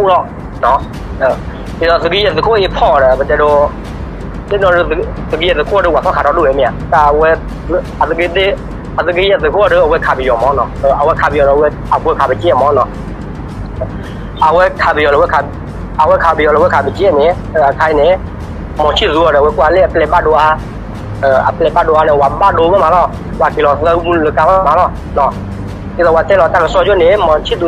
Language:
S'gaw Karen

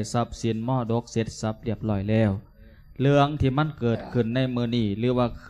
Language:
Lao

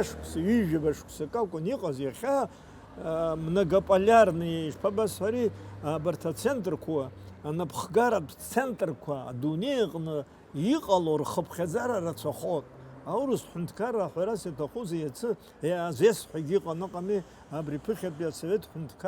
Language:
Abkhazian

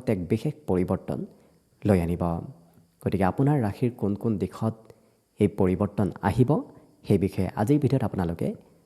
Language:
Assamese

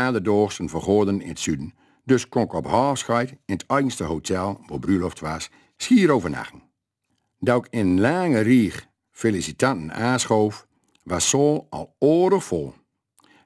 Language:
Gronings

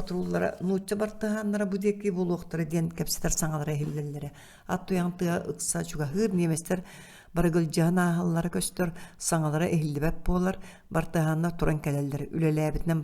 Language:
Yakut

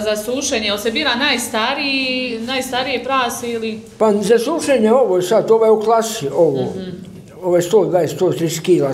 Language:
Bosnian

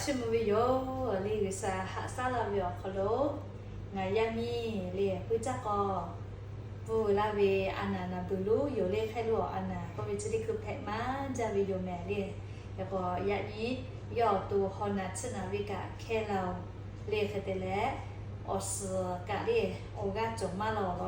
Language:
Lahu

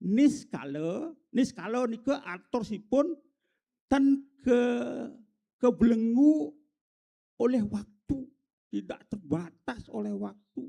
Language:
Balinese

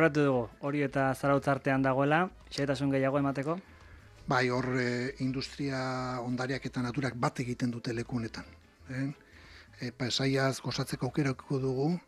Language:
Basque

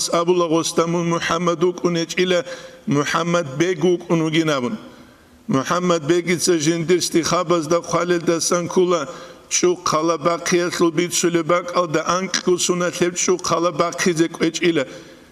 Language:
Avaric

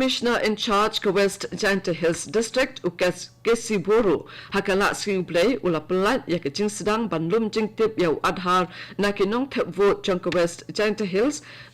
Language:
Khasi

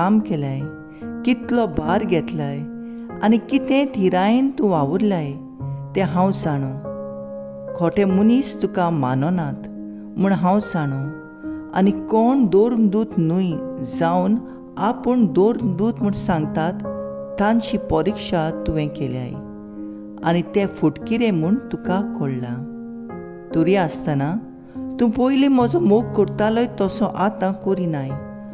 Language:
Konkani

